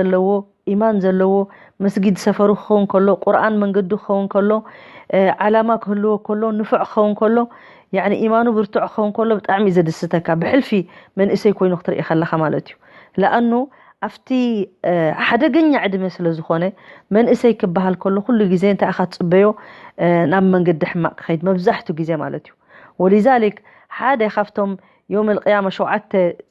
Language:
Tigrinya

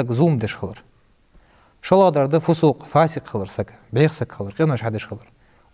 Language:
Ingush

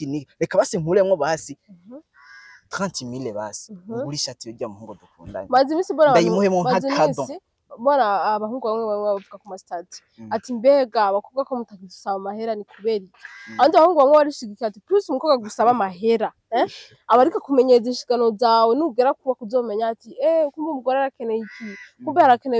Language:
Rundi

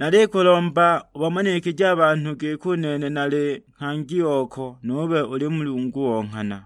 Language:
Sukuma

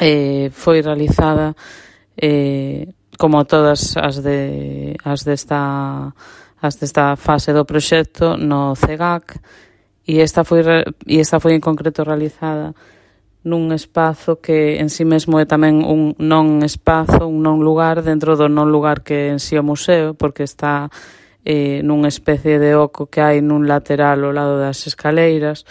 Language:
Galician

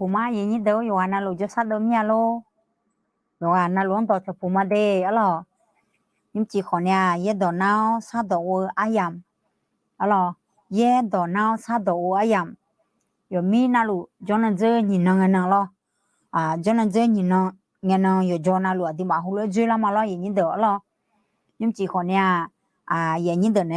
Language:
Akha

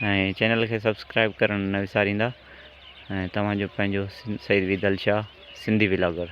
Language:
Sindhi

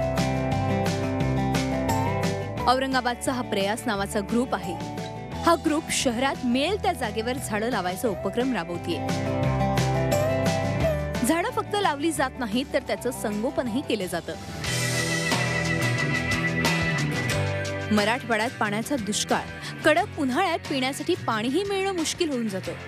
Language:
Marathi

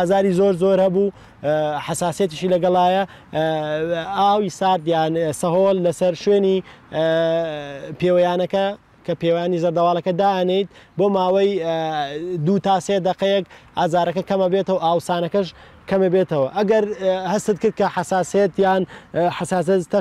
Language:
Central Kurdish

